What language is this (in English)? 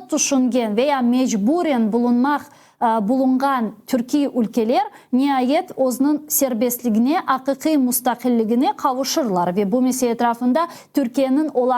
Crimean Tatar